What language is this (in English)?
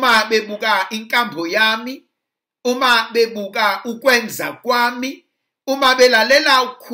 Zulu